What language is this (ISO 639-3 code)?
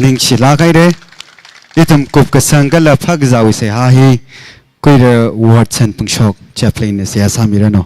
nmf